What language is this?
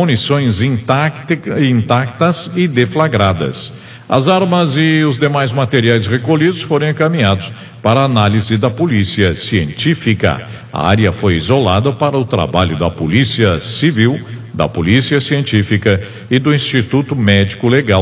Portuguese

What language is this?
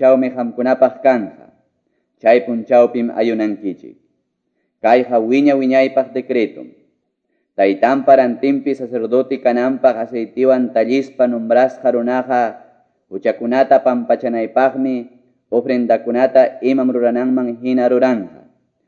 Quechua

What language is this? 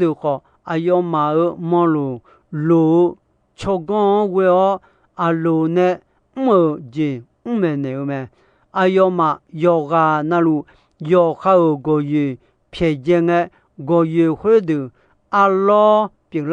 Akha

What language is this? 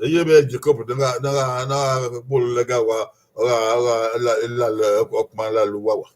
Bini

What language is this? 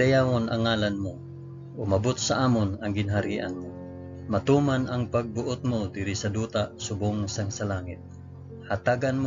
Hiligaynon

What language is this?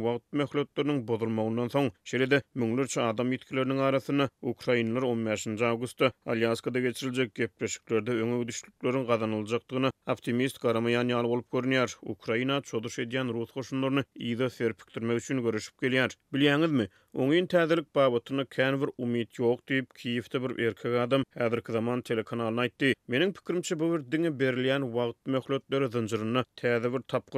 Turkmen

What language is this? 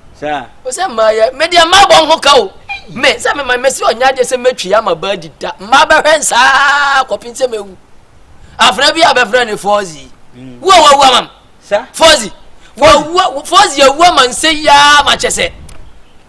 Akan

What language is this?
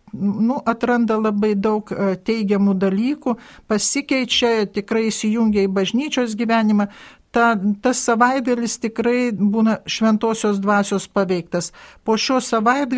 Lithuanian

